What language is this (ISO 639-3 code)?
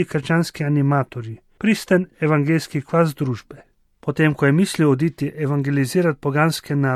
slv